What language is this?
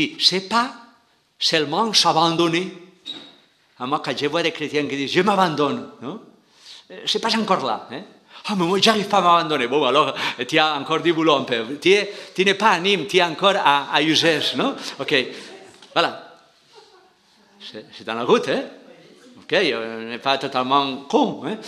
French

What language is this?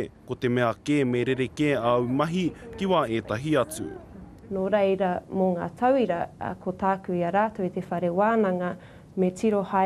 Māori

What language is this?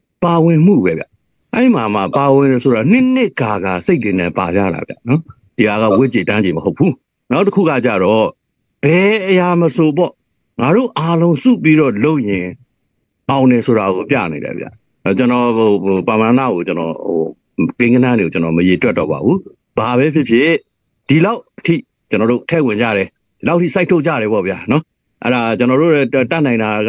Burmese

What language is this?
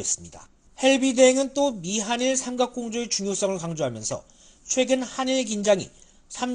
Korean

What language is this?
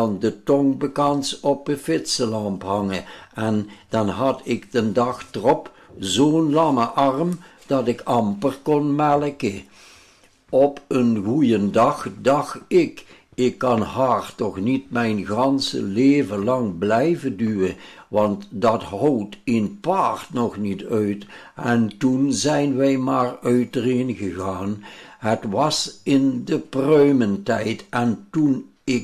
Limburgish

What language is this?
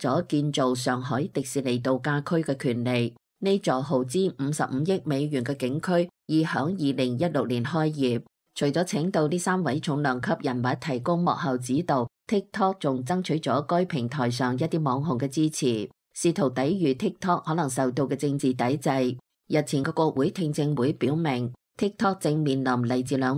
Cantonese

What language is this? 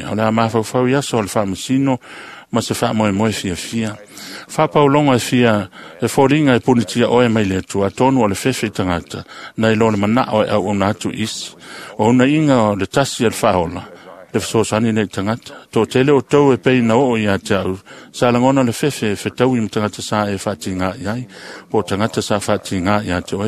Samoan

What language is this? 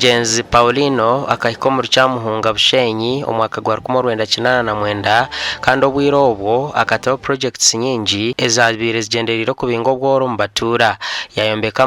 Nyankole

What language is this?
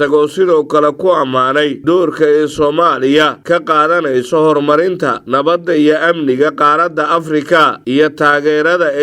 Somali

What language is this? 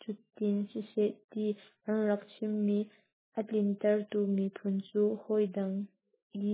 Hakha Chin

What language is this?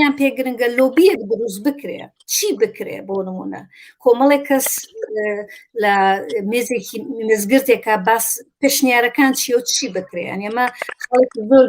Central Kurdish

